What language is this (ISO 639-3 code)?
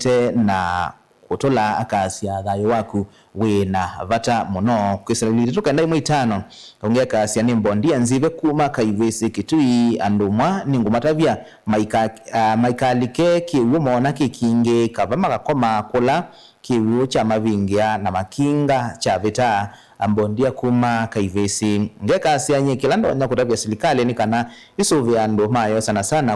kam